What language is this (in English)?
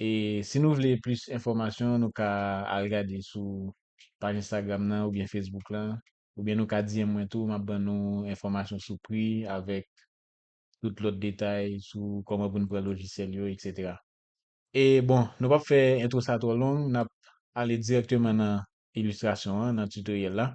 Haitian Creole